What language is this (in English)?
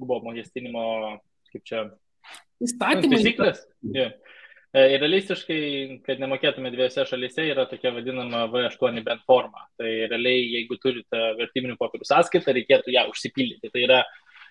Lithuanian